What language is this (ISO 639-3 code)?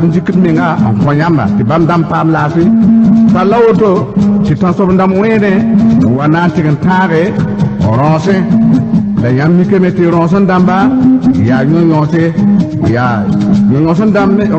mos